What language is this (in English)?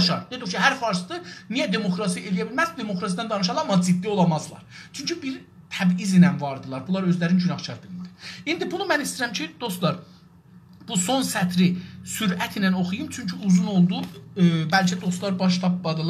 South Azerbaijani